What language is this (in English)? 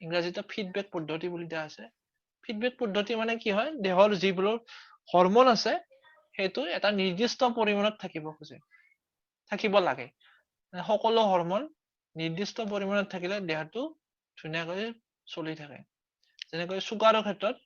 Assamese